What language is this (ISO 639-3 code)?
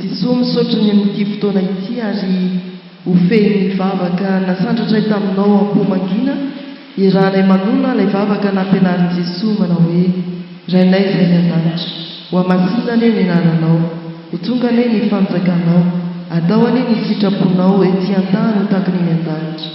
mlg